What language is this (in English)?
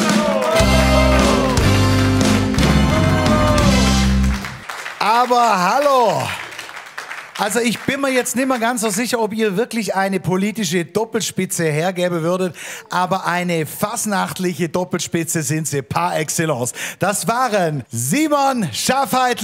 German